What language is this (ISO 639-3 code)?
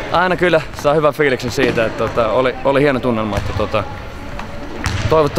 fin